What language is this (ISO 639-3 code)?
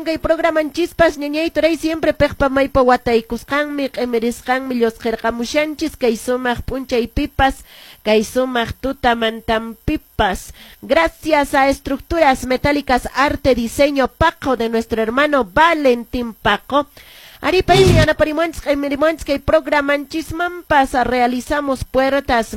que